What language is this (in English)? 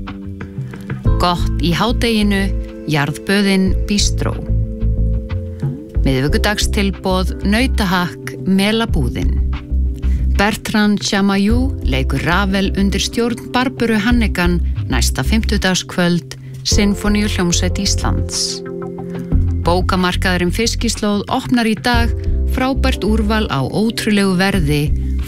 Icelandic